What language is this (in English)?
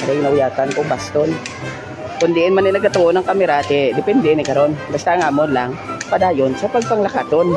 Hiligaynon